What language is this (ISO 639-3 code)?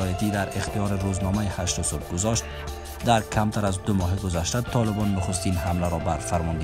fas